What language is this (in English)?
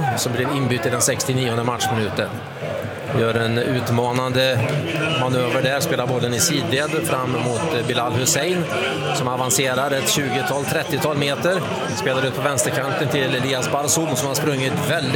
Swedish